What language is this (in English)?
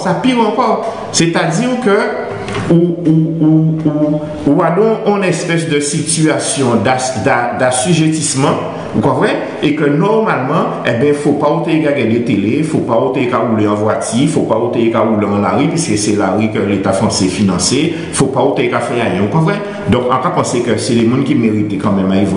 Guadeloupean Creole French